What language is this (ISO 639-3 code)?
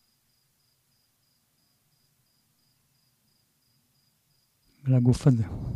heb